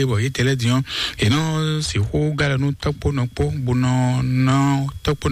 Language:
Fon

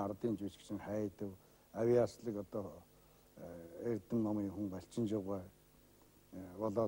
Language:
Mongolian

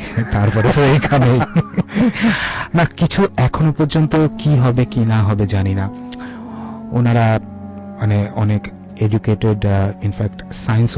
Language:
Bangla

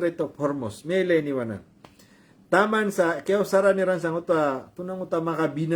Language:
Maranao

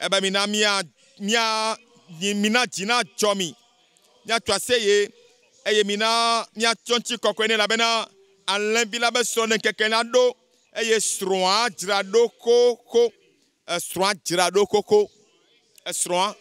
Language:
Ewe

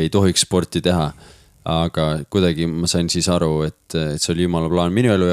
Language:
Estonian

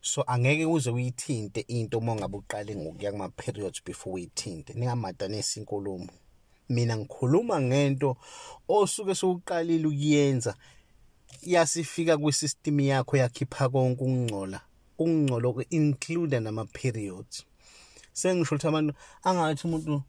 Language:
Zulu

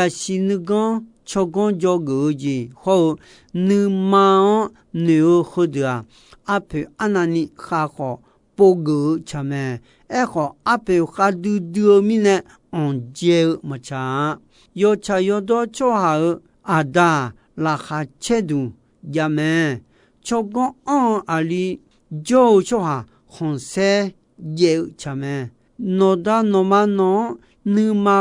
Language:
Akha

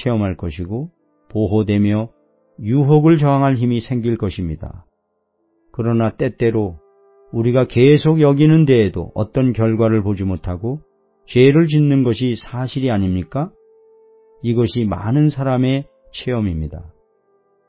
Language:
Korean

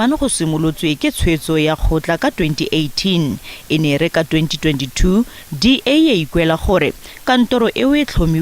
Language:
Tswana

